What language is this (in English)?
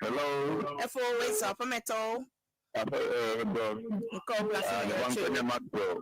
Ewe